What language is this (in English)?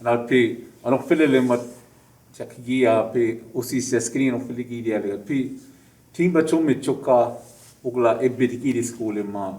Choctaw